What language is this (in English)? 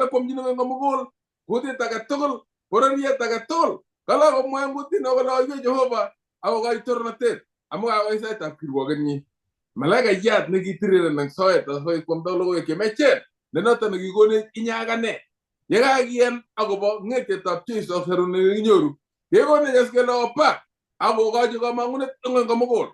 Kalenjin